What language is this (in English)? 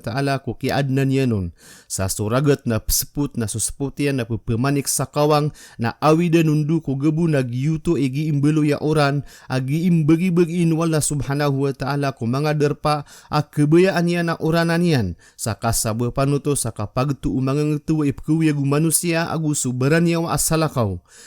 Maranao